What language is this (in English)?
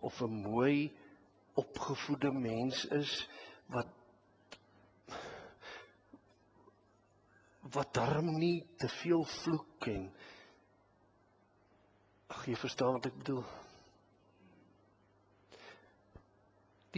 Afrikaans